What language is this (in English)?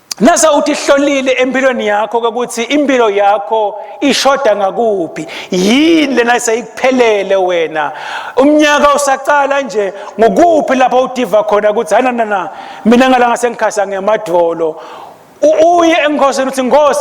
Swati